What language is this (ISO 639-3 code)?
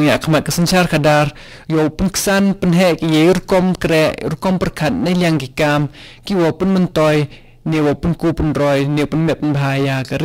kha